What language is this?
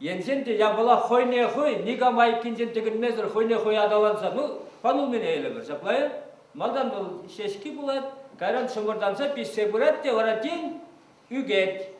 Chuvash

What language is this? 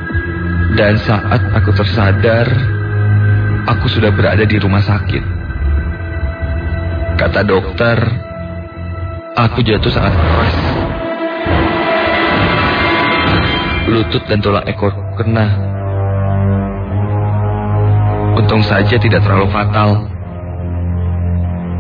Indonesian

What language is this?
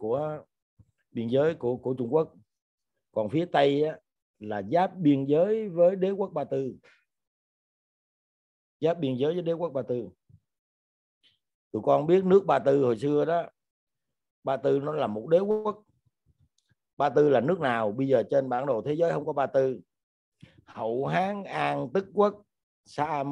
Vietnamese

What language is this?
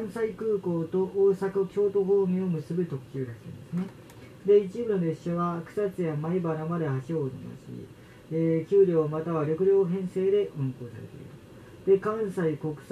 Japanese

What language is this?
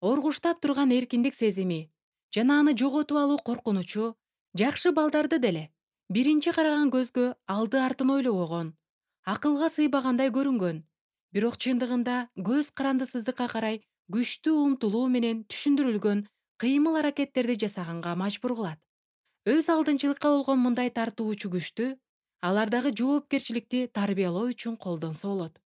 Kyrgyz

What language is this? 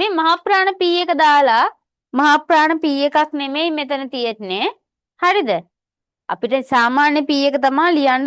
Sinhala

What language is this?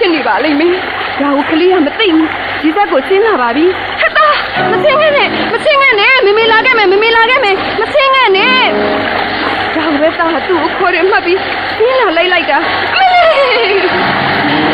Burmese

